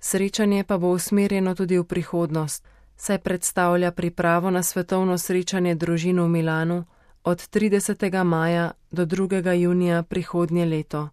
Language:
Slovenian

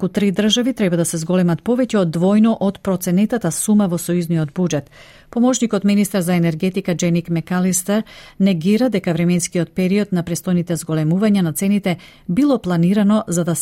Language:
Macedonian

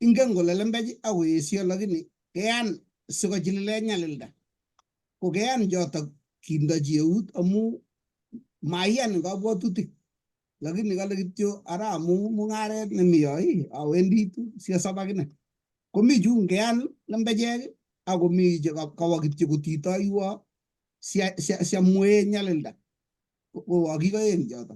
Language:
Kalenjin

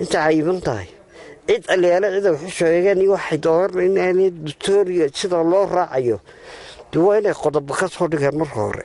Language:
Somali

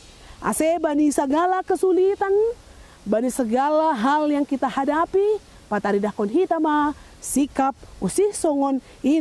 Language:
Batak Simalungun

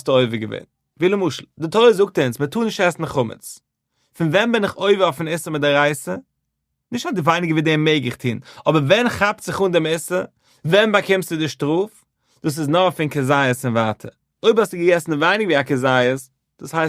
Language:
Yiddish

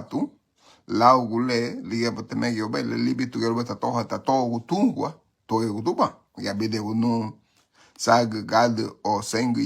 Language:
Garifuna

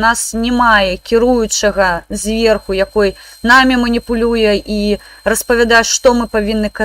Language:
Belarusian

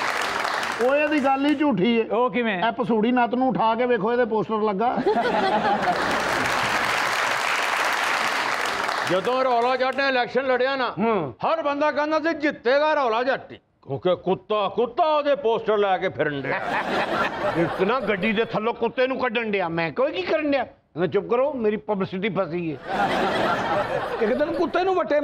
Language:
Punjabi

